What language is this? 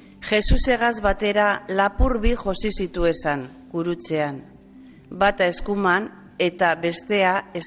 Basque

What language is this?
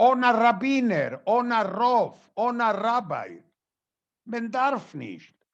Yiddish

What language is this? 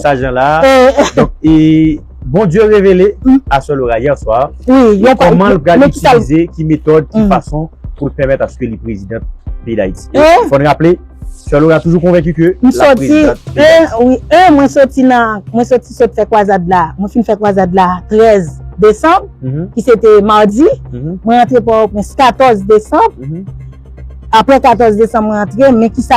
Haitian Creole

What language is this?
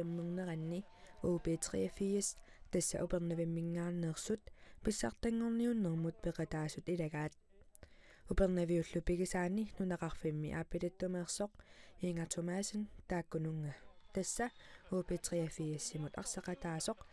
Kalaallisut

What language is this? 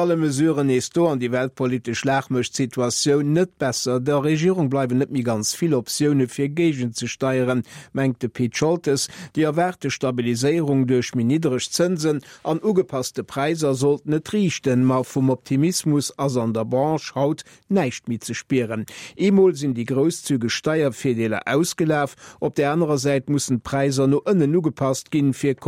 Luxembourgish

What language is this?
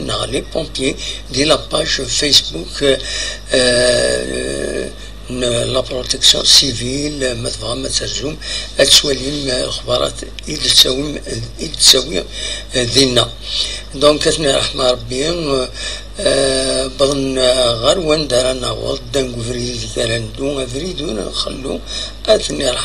Kabyle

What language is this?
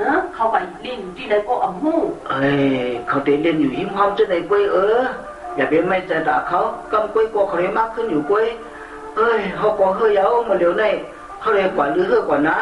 Shan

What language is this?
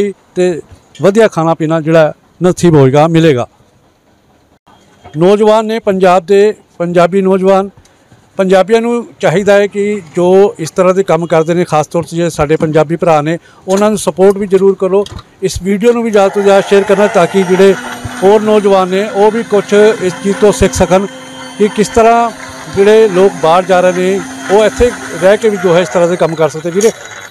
Punjabi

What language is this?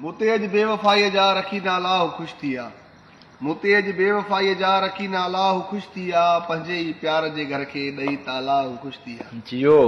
Sindhi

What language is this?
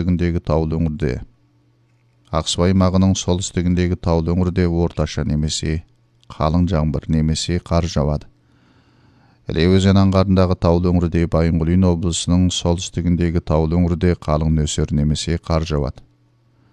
Kazakh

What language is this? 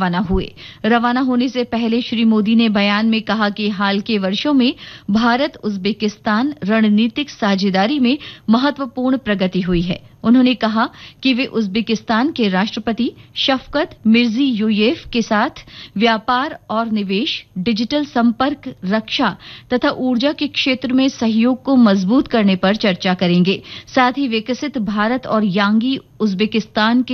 Hindi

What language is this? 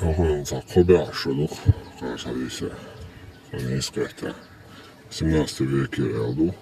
Chechen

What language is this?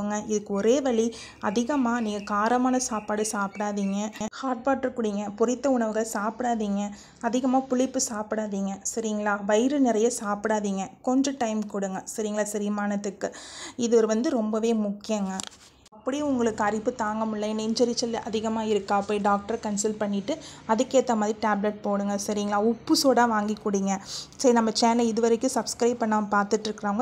Tamil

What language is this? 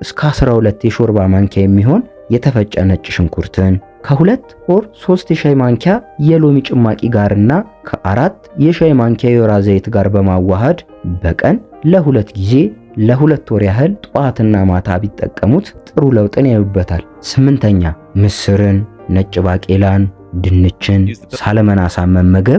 Amharic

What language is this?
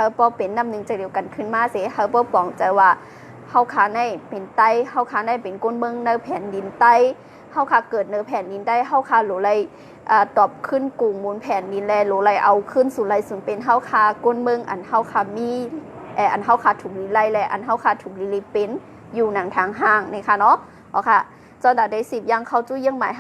Shan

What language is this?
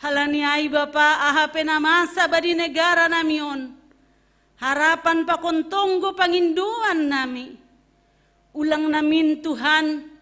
Batak Simalungun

